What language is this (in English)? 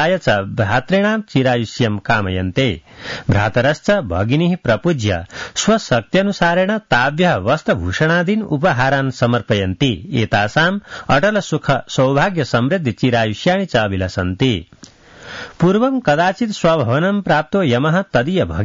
Sanskrit